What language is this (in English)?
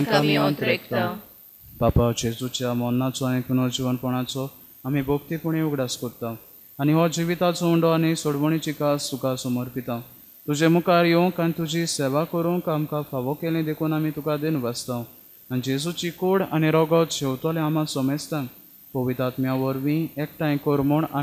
Konkani